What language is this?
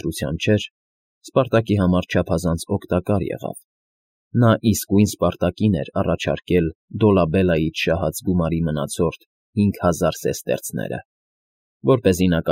Armenian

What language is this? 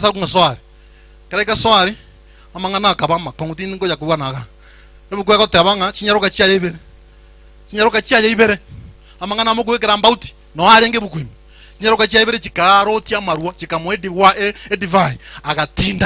Gusii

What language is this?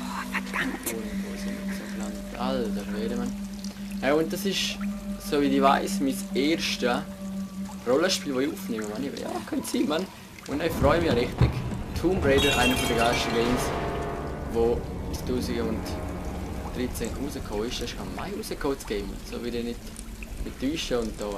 Swiss German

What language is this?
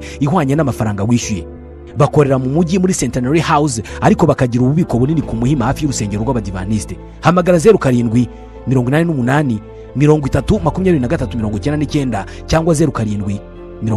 Kinyarwanda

